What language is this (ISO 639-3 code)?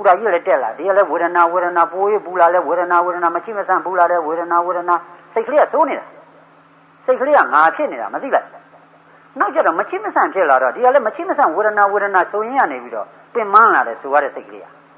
mya